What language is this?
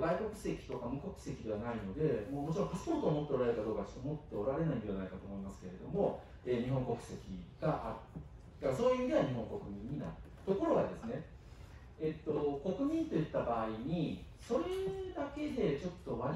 Japanese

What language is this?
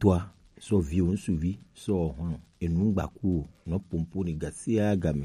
Gen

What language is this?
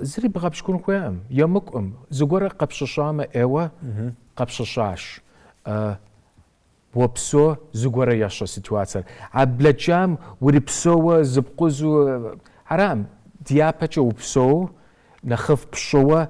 Kabardian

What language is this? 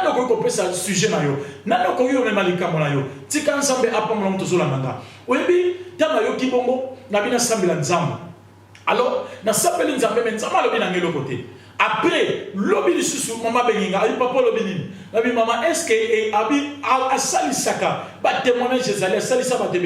Lingala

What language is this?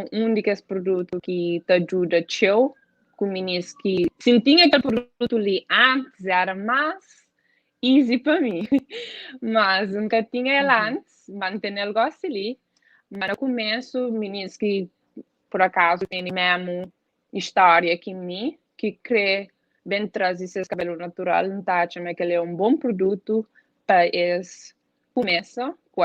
Kabuverdianu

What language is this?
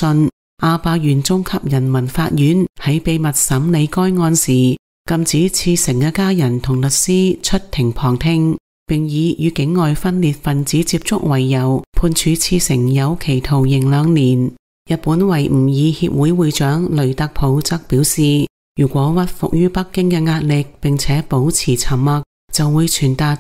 Cantonese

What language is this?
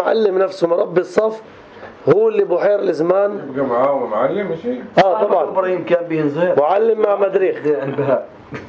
North Levantine Arabic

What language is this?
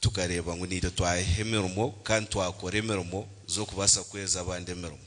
Nyankole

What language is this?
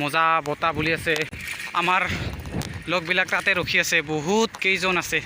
Assamese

